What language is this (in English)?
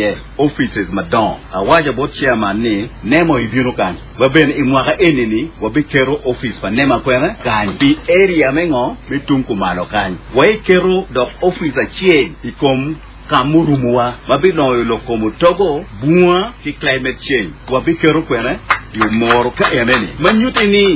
Acoli